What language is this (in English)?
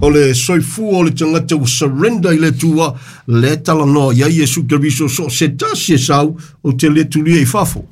Samoan